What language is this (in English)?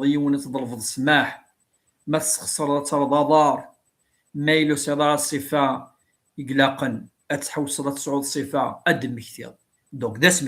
Kabyle